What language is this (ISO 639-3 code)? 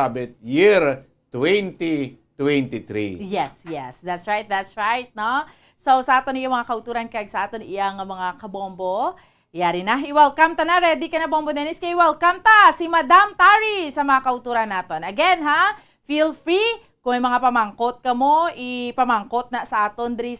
hil